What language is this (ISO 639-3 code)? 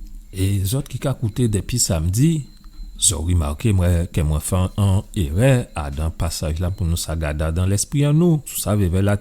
gcf